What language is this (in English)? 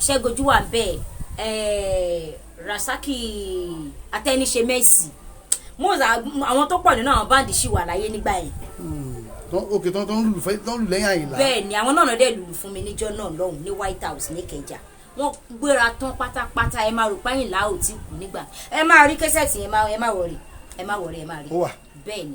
Yoruba